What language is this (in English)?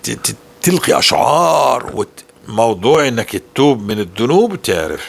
North Levantine Arabic